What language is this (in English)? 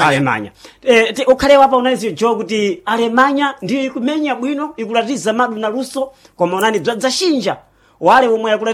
Sena